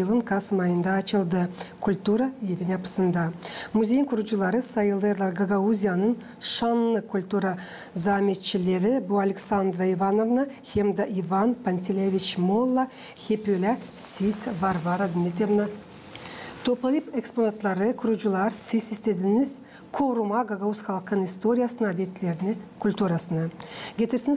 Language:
Gagauz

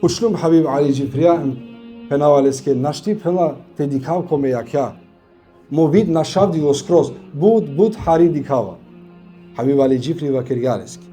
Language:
Balkan Romani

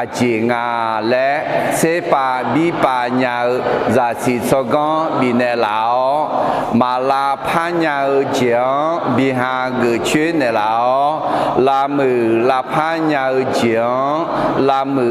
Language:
Akha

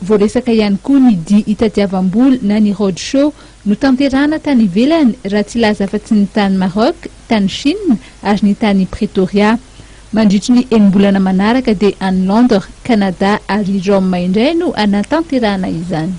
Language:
Malagasy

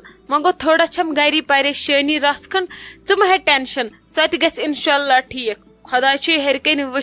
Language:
Kashmiri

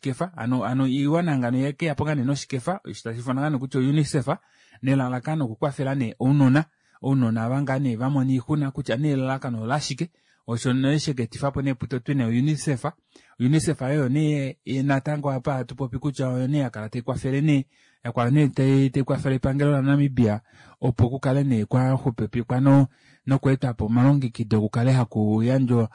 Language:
Kuanyama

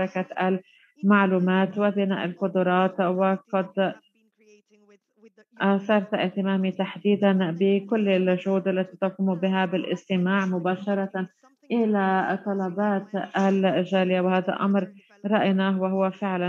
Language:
Arabic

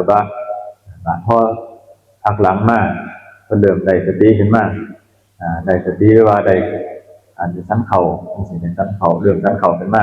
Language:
Northeastern Thai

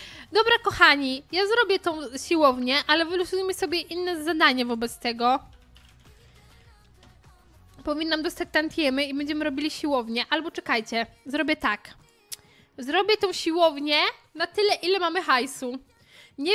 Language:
Polish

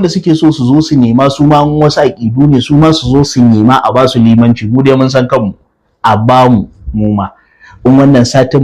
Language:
Hausa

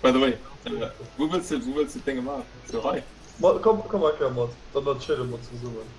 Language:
Luxembourgish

